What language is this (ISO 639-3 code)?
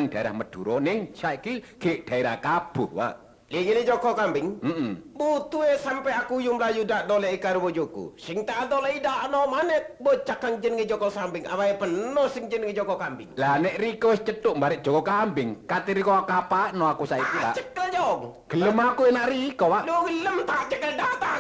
jav